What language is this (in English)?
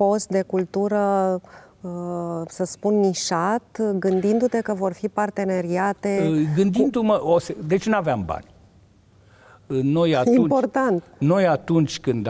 Romanian